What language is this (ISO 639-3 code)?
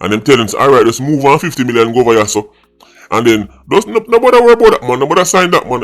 jam